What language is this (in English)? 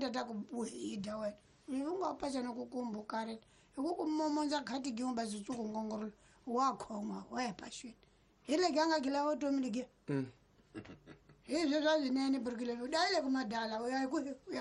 Tsonga